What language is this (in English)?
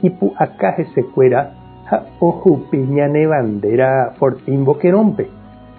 Guarani